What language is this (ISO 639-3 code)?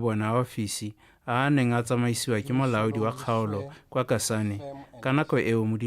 tsn